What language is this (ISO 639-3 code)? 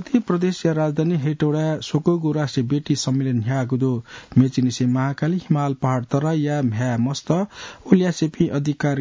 new